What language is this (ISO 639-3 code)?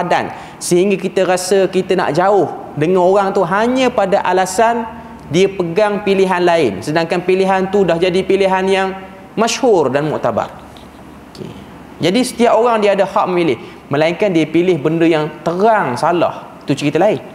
msa